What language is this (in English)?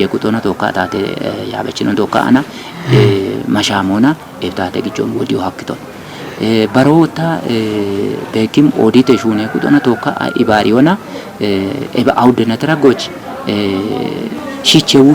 Kafa